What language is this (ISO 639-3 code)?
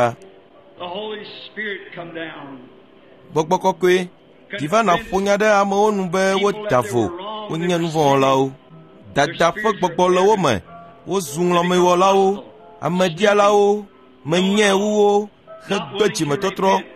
ewe